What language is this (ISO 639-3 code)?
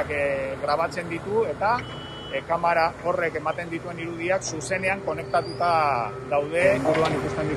eus